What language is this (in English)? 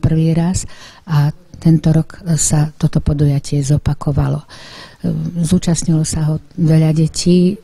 Slovak